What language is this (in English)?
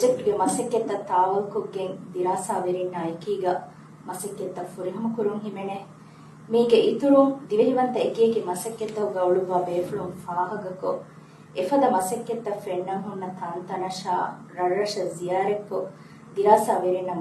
Divehi